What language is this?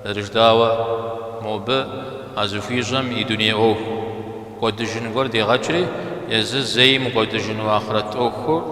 Kabardian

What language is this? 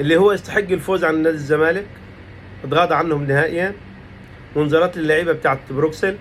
Egyptian Arabic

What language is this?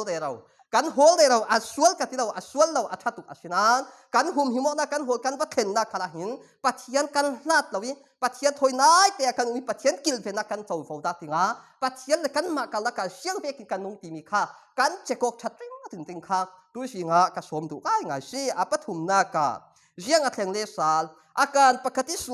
Falam Chin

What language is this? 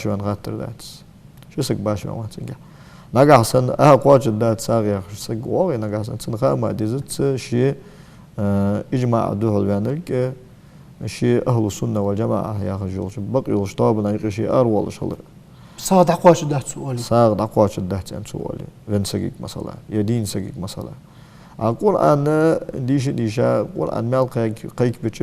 Ingush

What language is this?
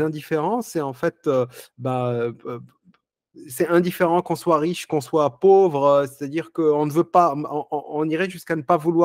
French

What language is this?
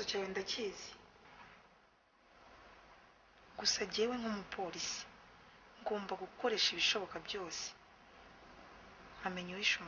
Kinyarwanda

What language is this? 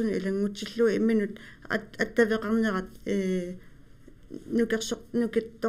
Kalaallisut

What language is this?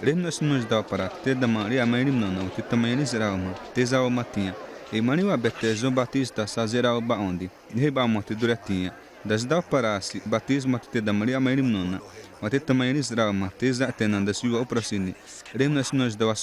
Xavánte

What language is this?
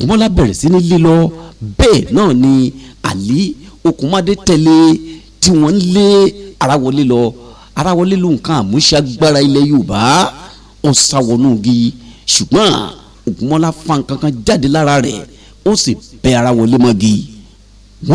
Yoruba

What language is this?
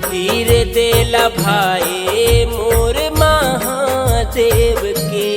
Chhattisgarhi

